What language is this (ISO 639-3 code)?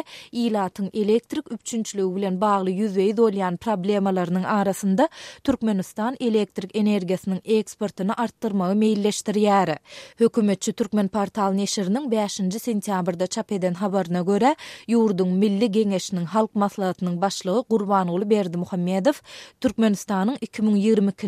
tuk